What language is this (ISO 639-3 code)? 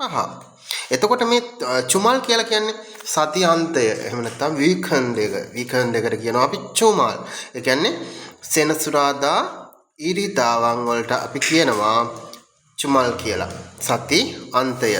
sin